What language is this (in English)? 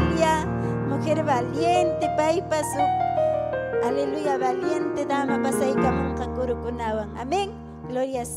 Ayacucho Quechua